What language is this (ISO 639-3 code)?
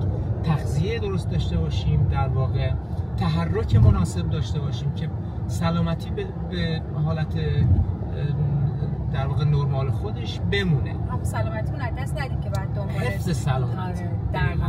fas